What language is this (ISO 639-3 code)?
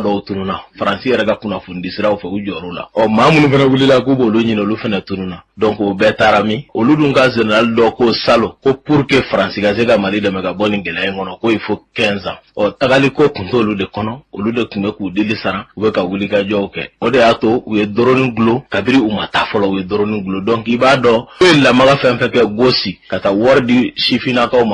bam